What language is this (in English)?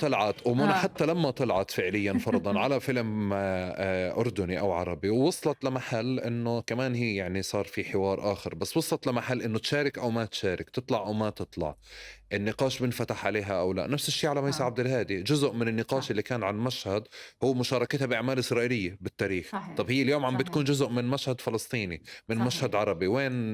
North Levantine Arabic